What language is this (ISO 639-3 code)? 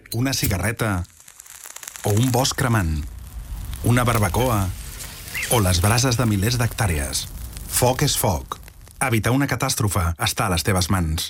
cat